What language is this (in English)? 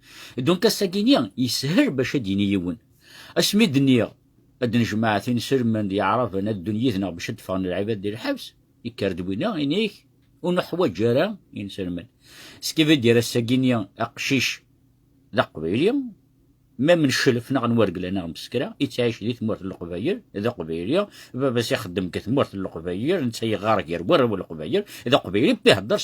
Kabyle